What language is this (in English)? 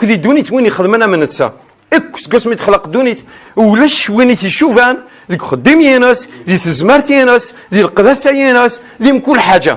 Kabyle